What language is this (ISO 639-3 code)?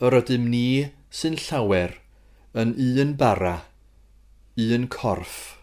cym